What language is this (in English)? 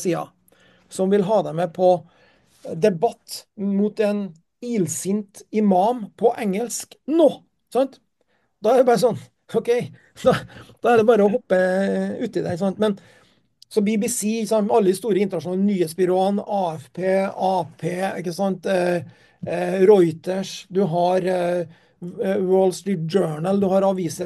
Norwegian